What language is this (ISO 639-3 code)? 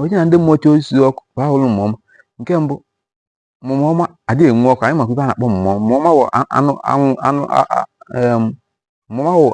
ibo